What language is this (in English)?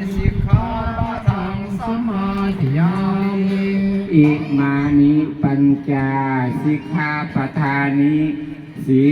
Pali